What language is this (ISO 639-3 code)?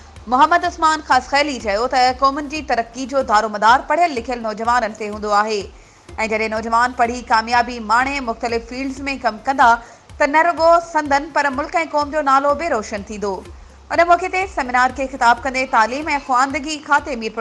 snd